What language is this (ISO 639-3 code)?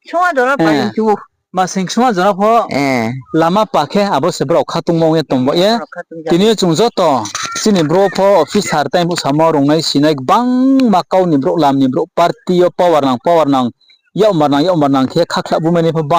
ria